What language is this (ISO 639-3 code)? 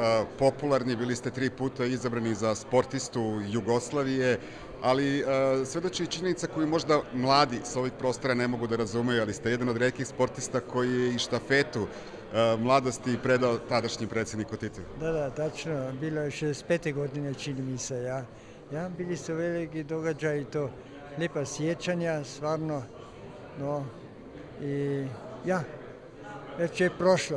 srp